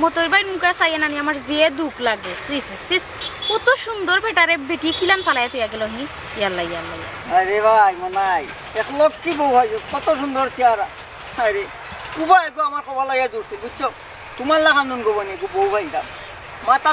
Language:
Sylheti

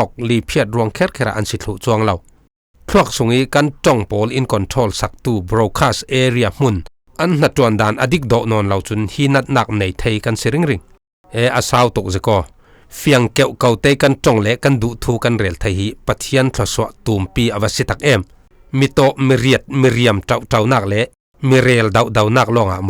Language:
Falam Chin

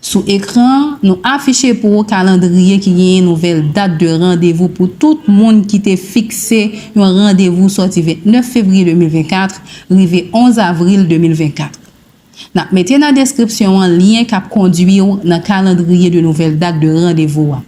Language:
Haitian Creole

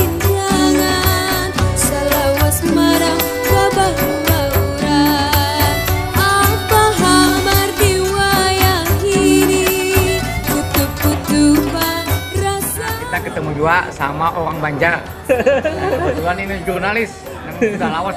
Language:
Banjar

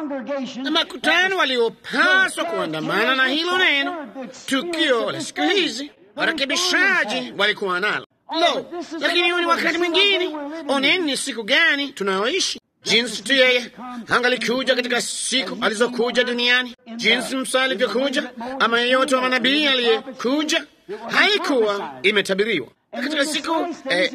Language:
Swahili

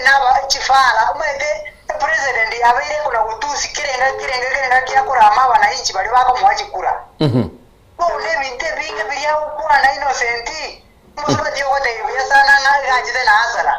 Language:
Gusii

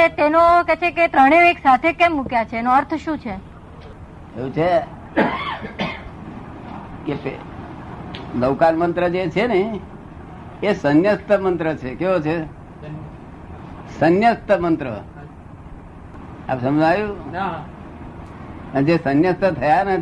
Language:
Gujarati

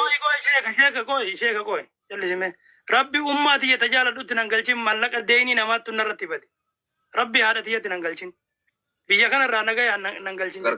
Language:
Oromo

